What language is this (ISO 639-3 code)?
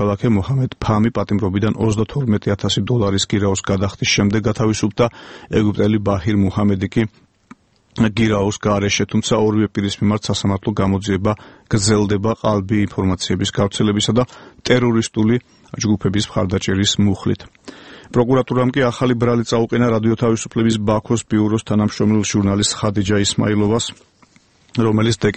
kat